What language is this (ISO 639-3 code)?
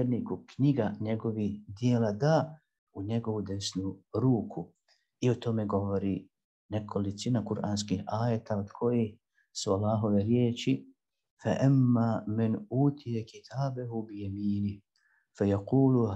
bos